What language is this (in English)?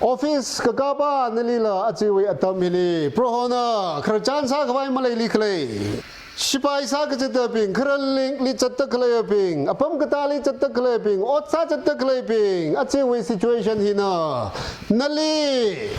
Tangkhul Naga (India)